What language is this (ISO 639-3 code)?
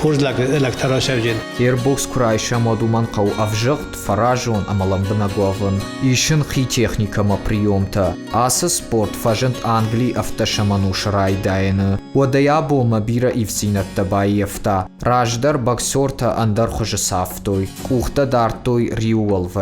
oss